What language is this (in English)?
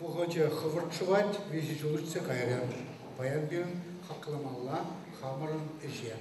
Chuvash